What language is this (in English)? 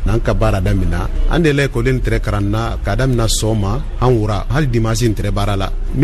Bambara